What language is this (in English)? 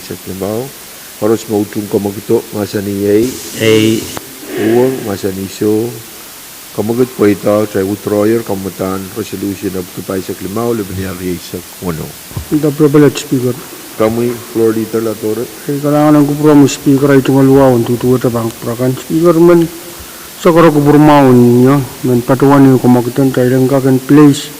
Pohnpeian